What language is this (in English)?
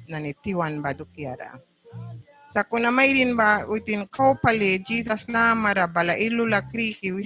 Mískito